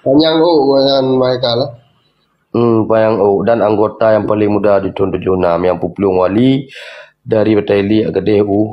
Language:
Achinese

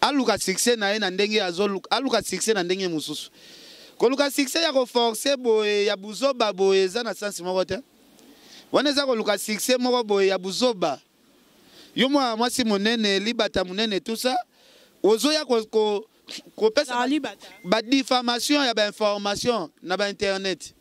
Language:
Lingala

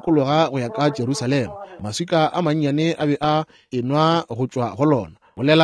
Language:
Northern Sotho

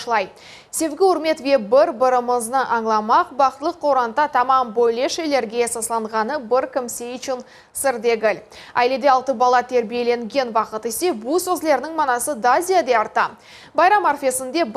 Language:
Crimean Tatar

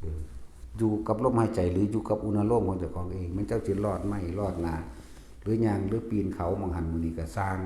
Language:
Northeastern Thai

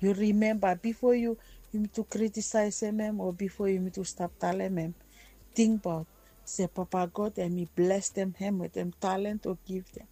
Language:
Bislama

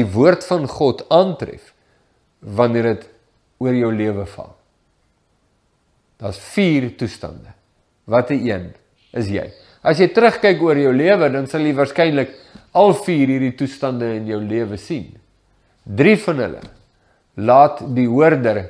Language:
Afrikaans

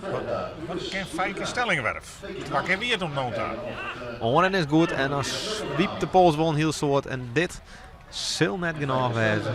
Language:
Western Frisian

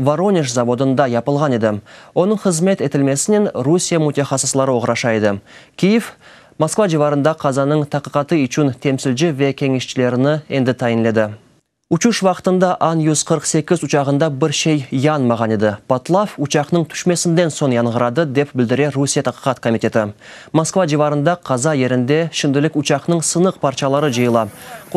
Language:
Crimean Tatar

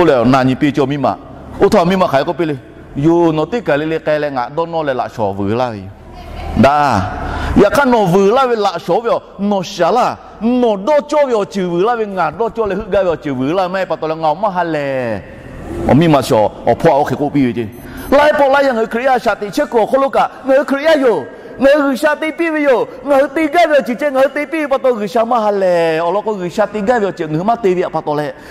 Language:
Lahu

